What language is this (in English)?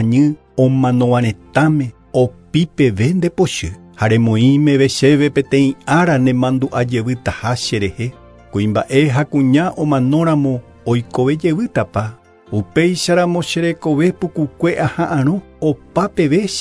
Guarani